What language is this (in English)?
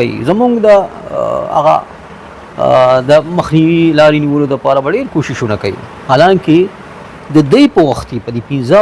Pashto